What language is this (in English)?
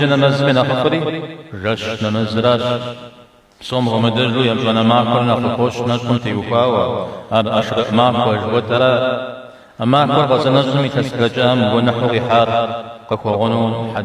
Kabardian